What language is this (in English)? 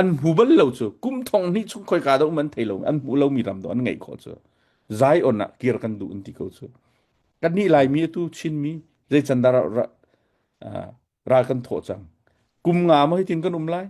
Hakha Chin